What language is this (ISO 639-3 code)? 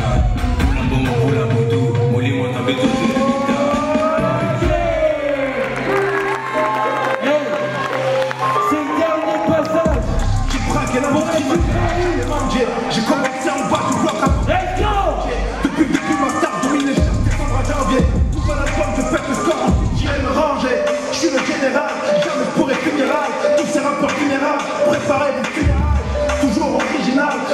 fra